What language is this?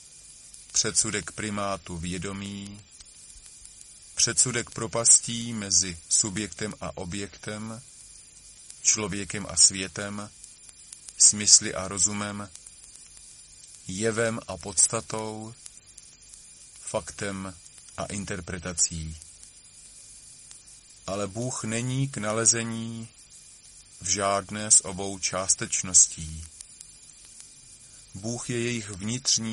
Czech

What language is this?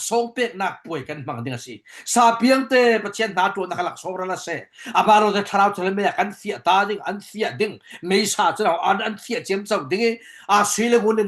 Falam Chin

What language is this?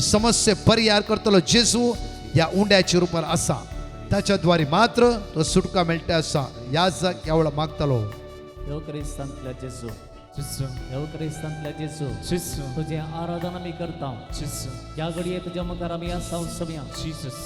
Konkani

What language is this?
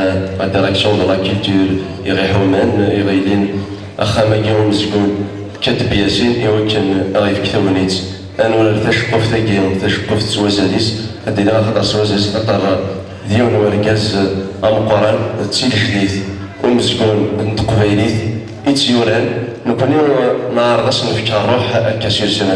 Kabyle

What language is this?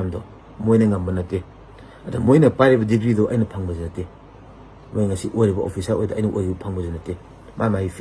Manipuri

